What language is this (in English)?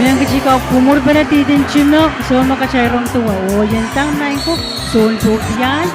Pohnpeian